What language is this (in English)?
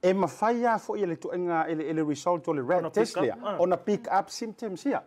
Samoan